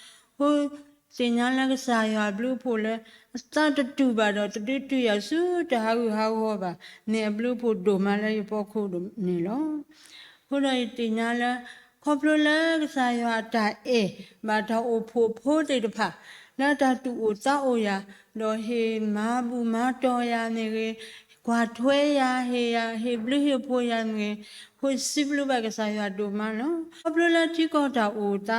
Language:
S'gaw Karen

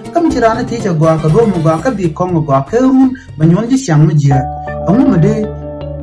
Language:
Nuer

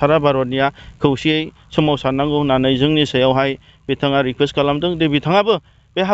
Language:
Bodo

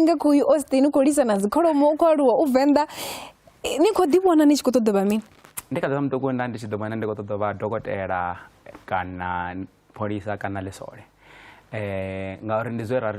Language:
Venda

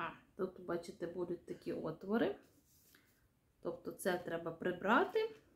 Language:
Ukrainian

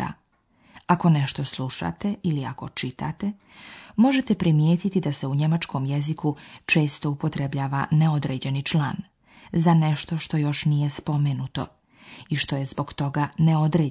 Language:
Serbian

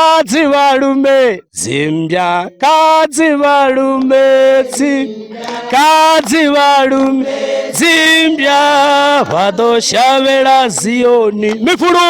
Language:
Venda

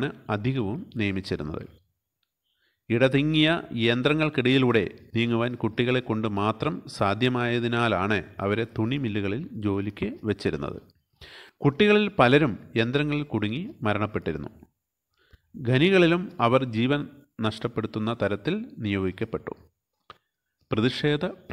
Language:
Malayalam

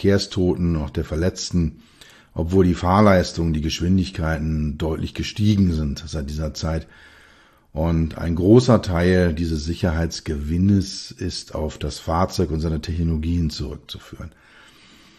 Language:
German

